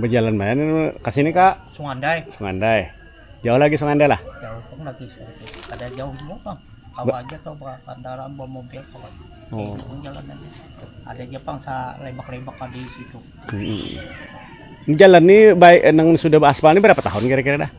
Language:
Banjar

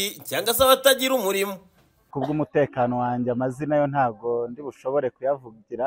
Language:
Kinyarwanda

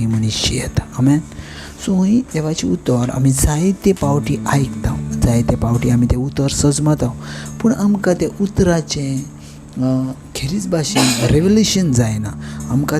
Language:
Konkani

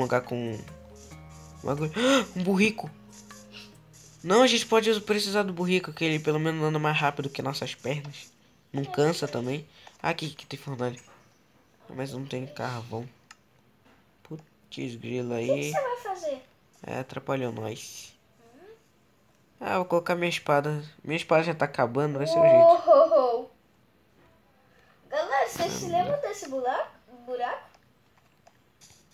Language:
Portuguese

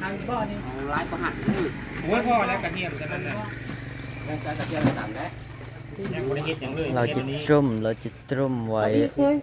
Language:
Northeastern Thai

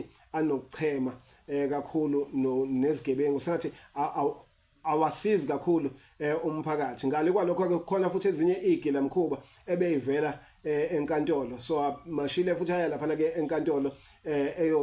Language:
Zulu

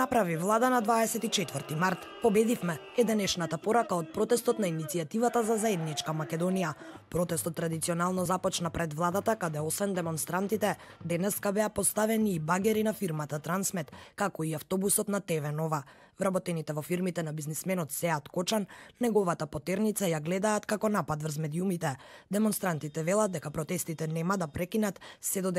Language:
Macedonian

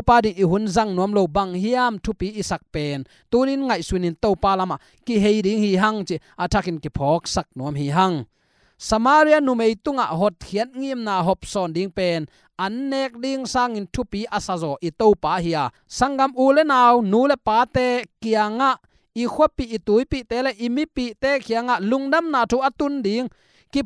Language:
Tedim Chin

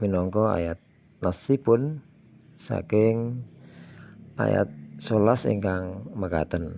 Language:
Javanese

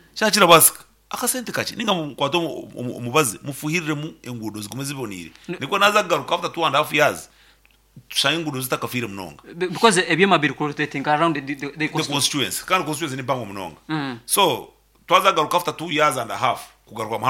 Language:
Nyankole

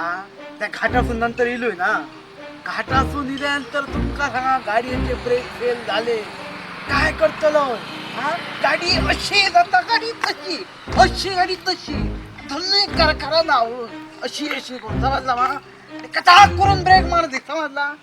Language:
Konkani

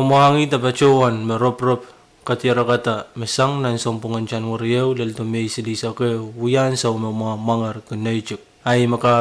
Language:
Pohnpeian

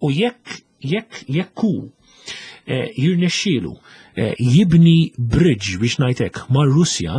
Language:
Maltese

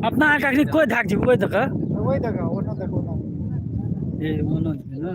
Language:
Maithili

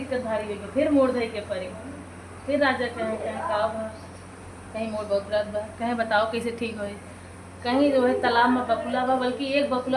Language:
Awadhi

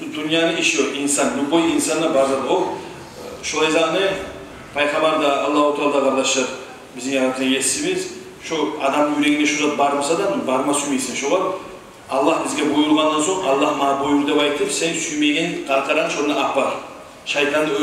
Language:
Kumyk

